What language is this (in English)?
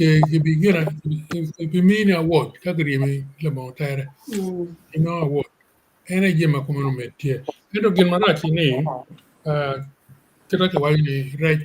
Acoli